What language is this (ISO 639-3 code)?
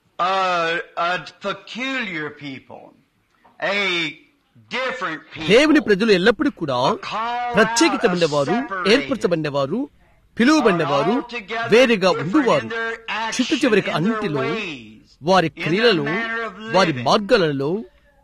tel